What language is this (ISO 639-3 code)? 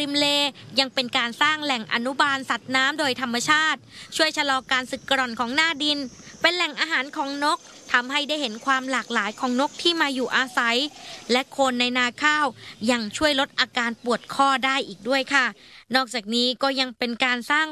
tha